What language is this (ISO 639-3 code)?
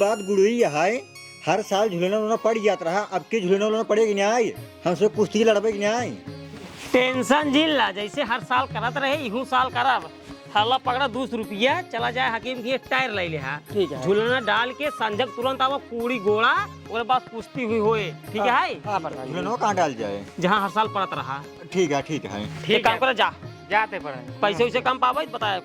awa